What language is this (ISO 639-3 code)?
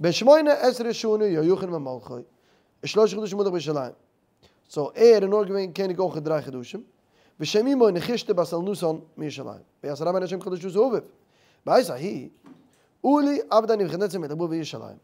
yid